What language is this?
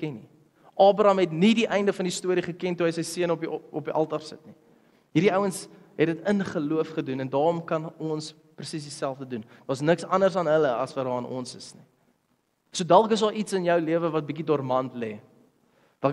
Afrikaans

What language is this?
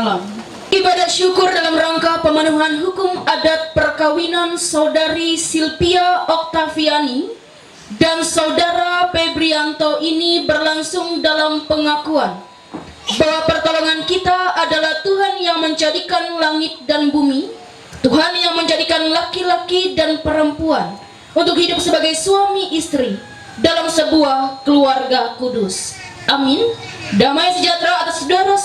Ma'anyan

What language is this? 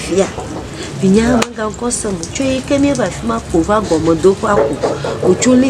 Ewe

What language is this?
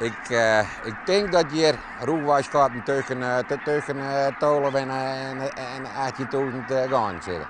Western Frisian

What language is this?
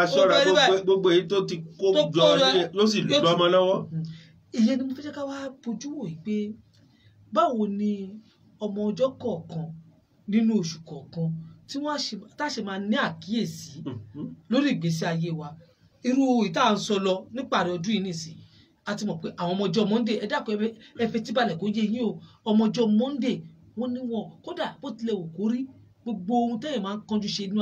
Yoruba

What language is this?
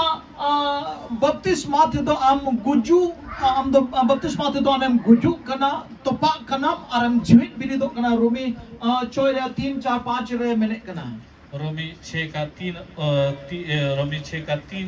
Santali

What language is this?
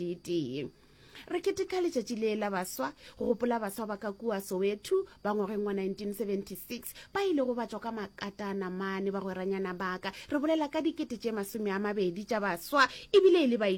Northern Sotho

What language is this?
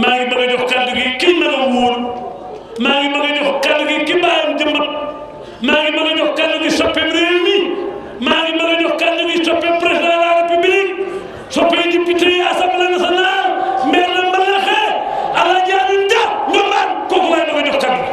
Wolof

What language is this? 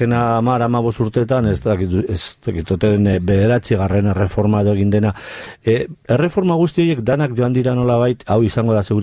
Basque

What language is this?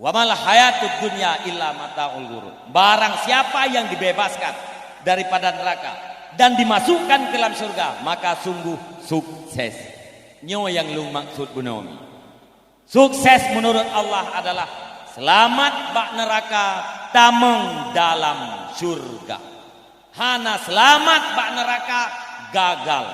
Achinese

